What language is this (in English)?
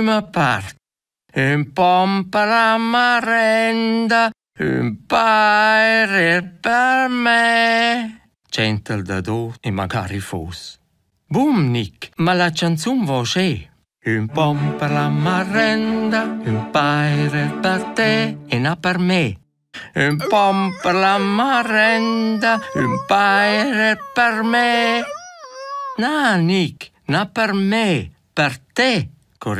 Romansh